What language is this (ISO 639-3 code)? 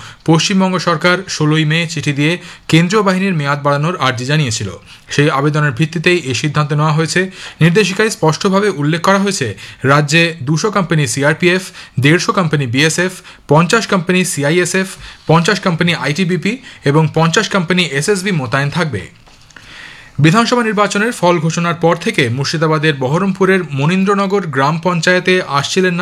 ben